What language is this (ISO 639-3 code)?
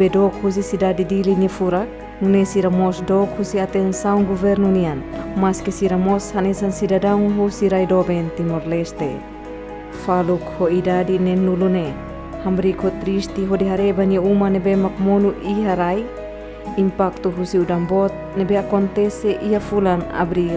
tet